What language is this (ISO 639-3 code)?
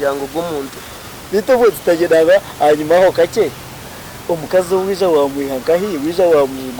nyn